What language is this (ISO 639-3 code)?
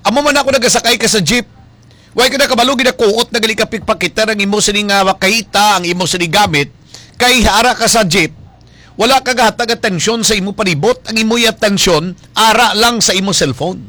hil